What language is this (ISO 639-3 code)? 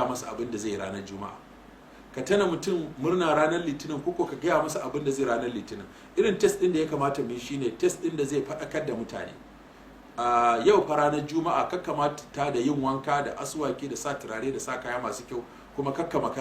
hau